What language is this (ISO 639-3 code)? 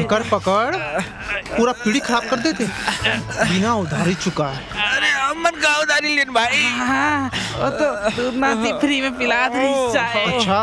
hne